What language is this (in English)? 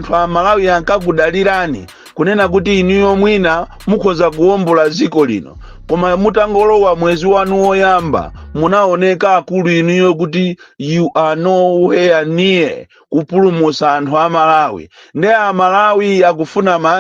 Nyanja